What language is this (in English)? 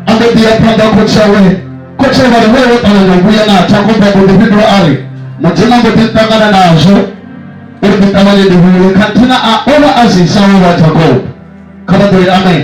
Venda